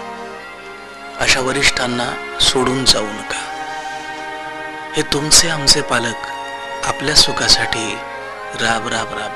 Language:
Marathi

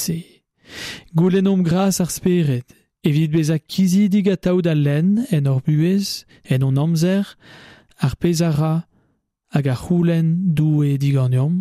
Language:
Breton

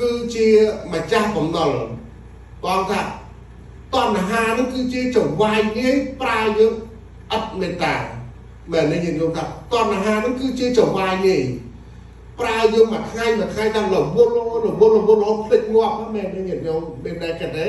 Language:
Khmer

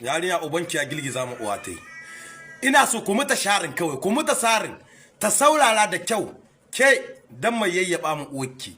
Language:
Hausa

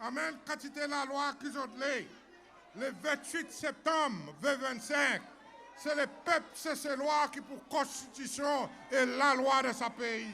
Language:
Seselwa Creole French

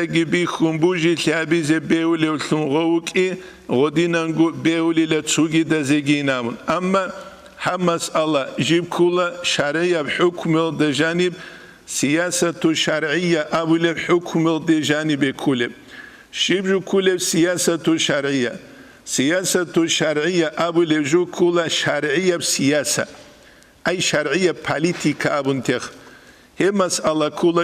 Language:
Avaric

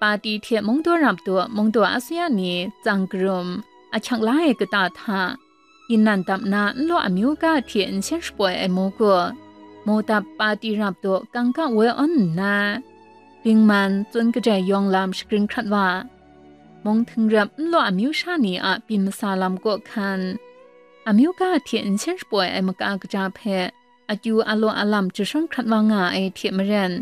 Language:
Kachin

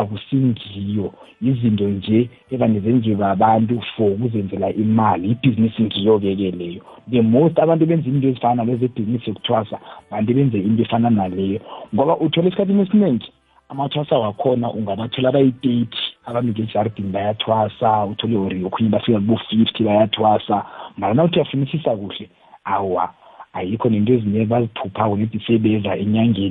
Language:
South Ndebele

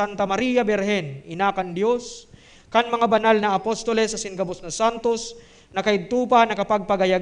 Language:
Bikol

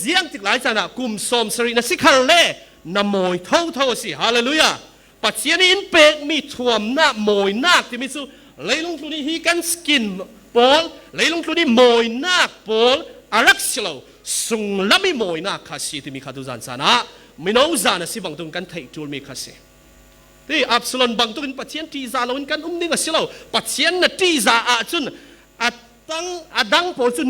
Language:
Falam Chin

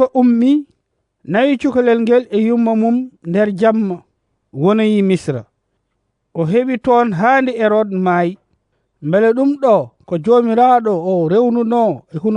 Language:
Fula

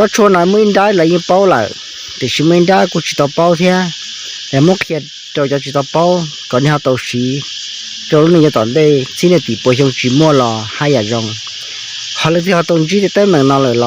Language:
Hmong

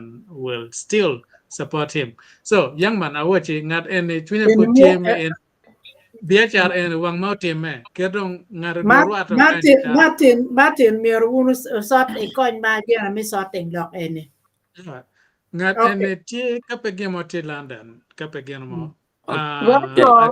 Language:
Acoli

